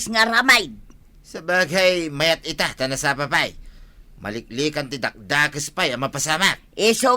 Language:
Iloko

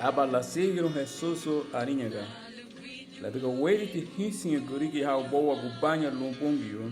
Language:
Garifuna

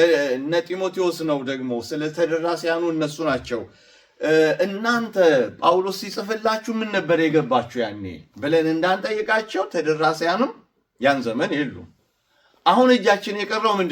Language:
Amharic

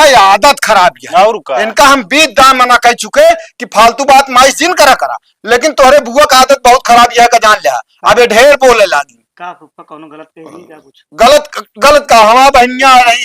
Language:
Awadhi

